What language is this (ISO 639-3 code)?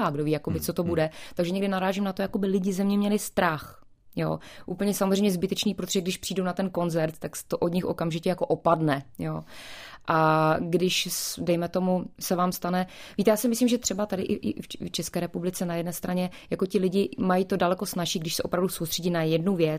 ces